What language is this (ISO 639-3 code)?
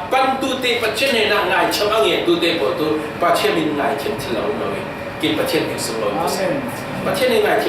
cfm